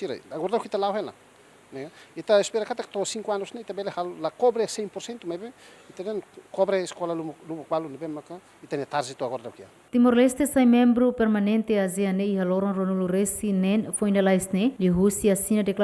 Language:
Tetum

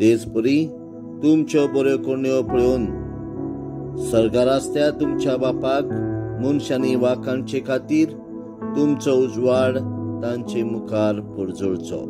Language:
Konkani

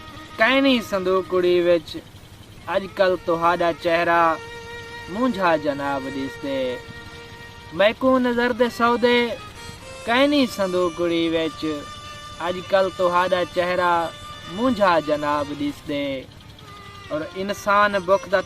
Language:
Saraiki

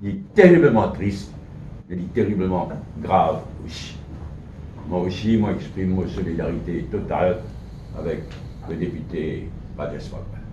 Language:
Morisyen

